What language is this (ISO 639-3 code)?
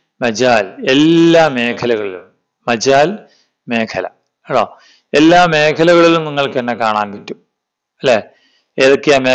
mal